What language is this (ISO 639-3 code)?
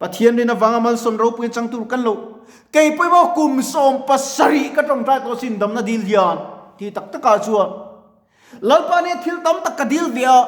lus